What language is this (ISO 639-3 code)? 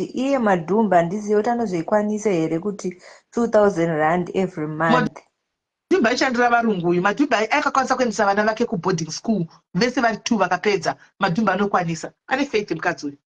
sna